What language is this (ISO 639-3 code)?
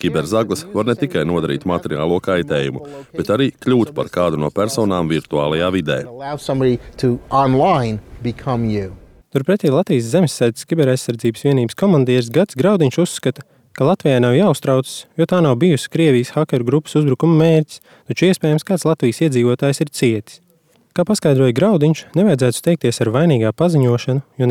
lav